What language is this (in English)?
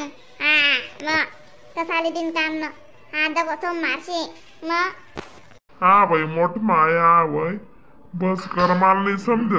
Khandesi